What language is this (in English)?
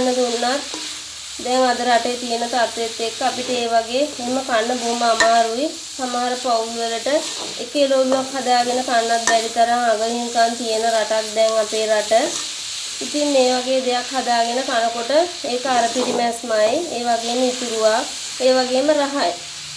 Sinhala